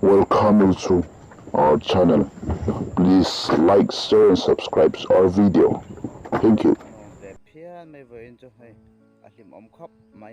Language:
Mizo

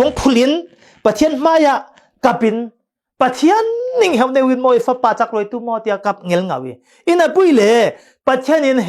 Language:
Falam Chin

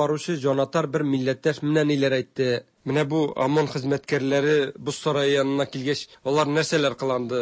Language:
Tatar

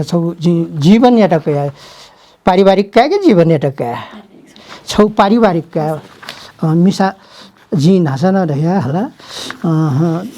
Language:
Newari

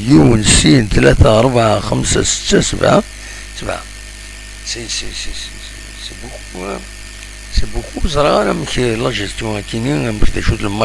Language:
Kabyle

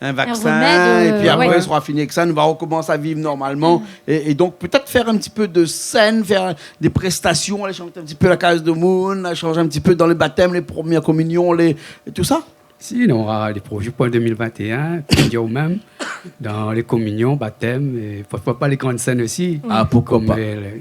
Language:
Réunion Creole French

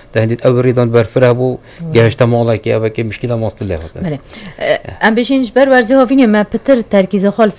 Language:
Kurdish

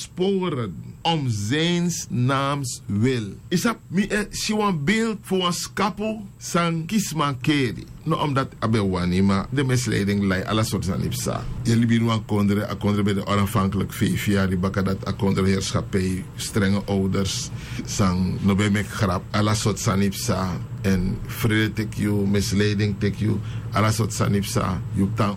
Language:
Sranan Tongo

